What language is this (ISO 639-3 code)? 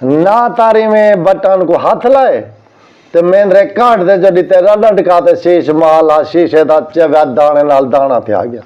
skr